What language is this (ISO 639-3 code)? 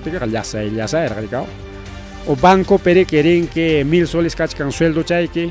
quy